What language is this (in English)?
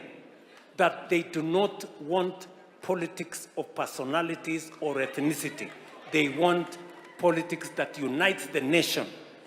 Luo (Kenya and Tanzania)